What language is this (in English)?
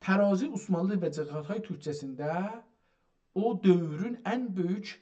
South Azerbaijani